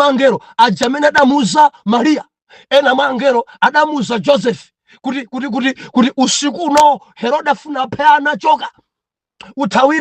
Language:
Nyanja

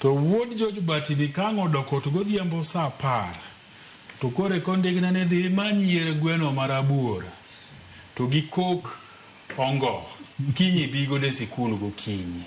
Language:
Luo (Kenya and Tanzania)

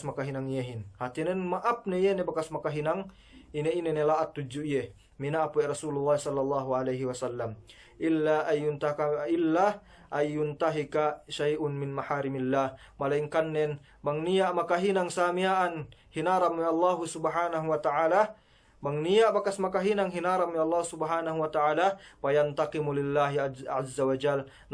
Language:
Yakan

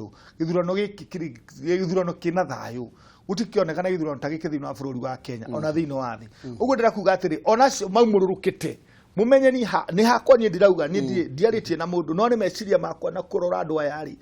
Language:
Kikuyu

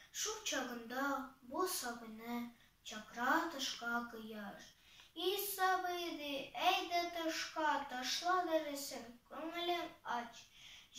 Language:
Tatar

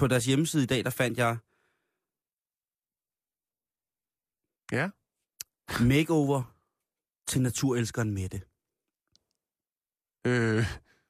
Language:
Danish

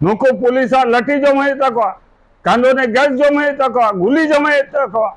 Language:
Santali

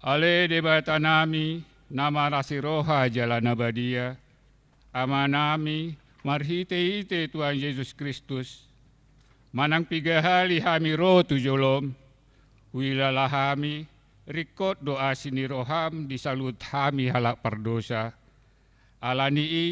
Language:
Batak Toba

